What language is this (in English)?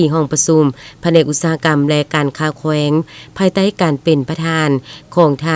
Lao